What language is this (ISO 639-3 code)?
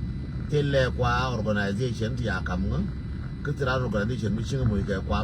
nus